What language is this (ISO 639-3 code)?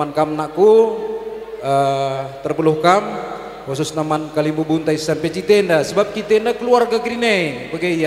btx